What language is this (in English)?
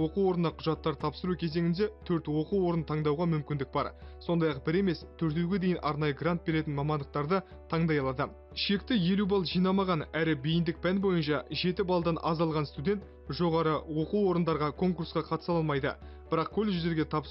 Kazakh